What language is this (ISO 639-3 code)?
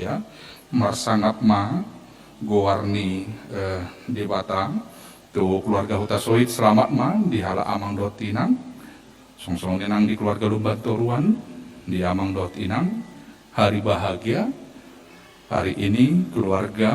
bbc